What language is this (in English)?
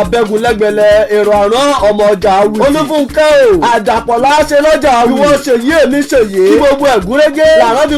Yoruba